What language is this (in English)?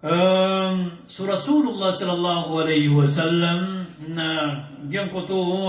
Maranao